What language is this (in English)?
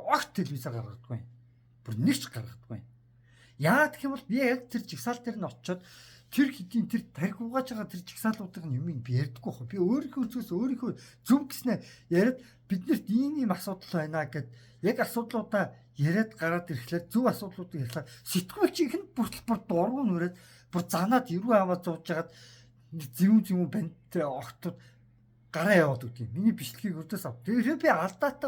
Mongolian